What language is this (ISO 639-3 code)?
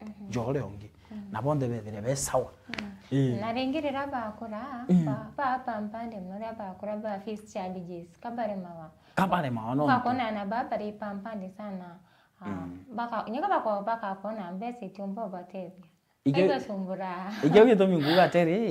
mer